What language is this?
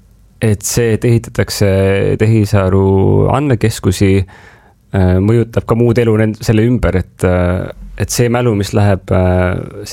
Estonian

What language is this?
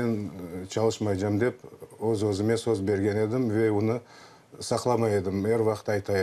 Crimean Tatar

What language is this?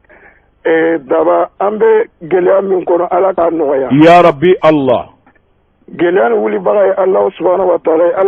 Bambara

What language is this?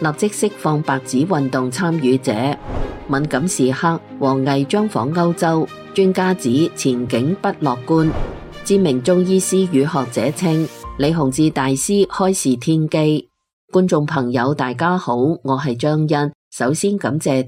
Cantonese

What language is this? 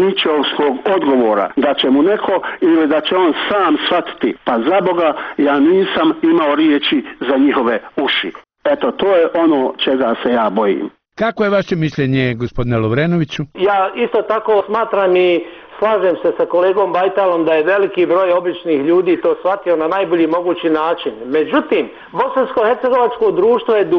Bosnian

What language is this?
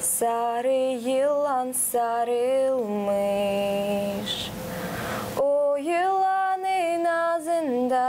Gagauz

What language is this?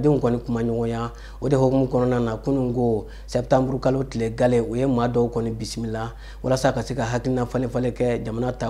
Bambara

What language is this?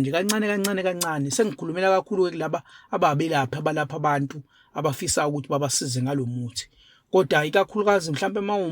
Zulu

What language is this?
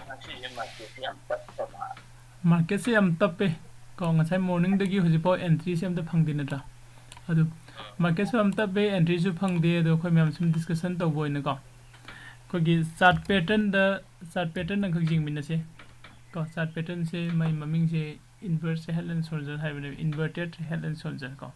Manipuri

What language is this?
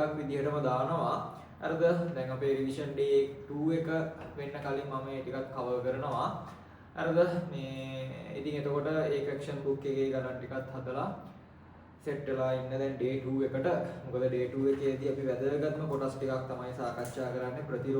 Sinhala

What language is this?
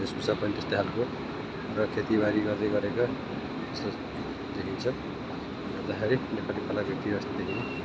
Nepali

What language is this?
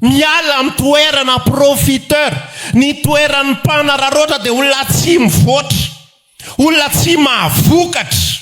Malagasy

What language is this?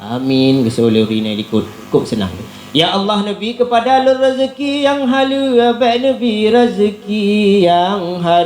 Achinese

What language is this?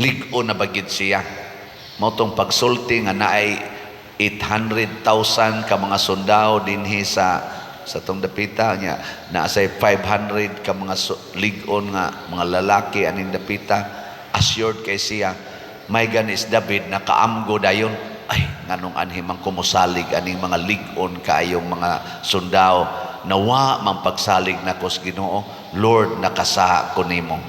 Cebuano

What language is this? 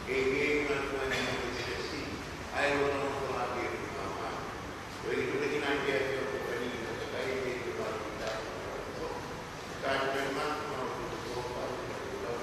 Tongan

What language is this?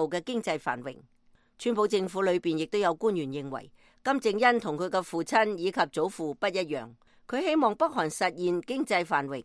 Cantonese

